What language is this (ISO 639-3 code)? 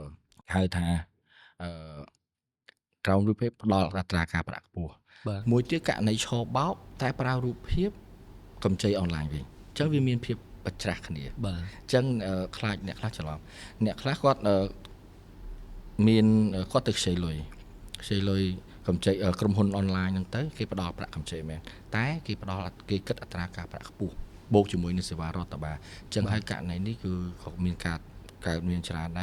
khm